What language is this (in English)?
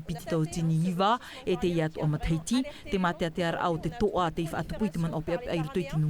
Tahitian